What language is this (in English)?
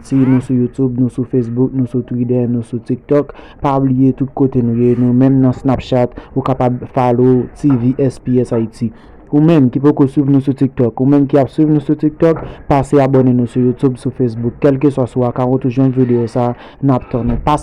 Haitian Creole